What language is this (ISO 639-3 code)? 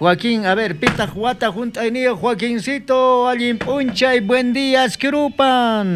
quh